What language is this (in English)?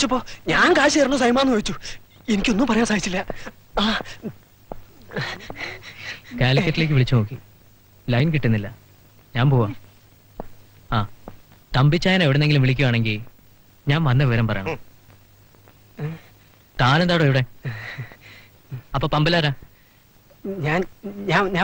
Malayalam